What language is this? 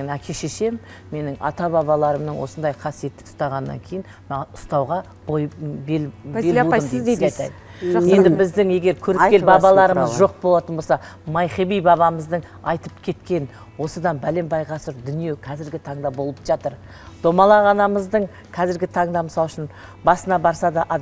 Kazakh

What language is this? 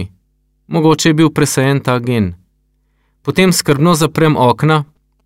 Slovenian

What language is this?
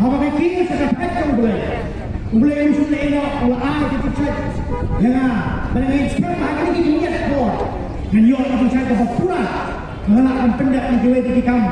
Khasi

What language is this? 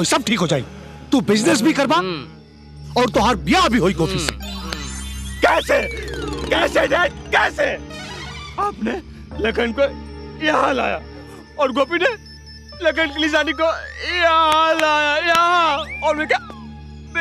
Bhojpuri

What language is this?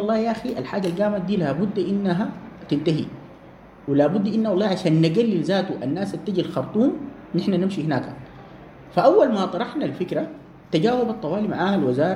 Sudanese Arabic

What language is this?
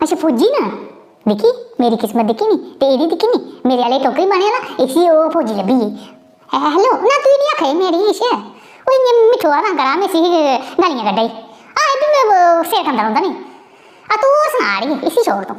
Dogri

